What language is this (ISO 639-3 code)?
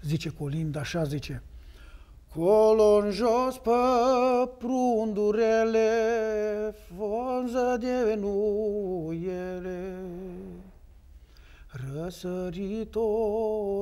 ron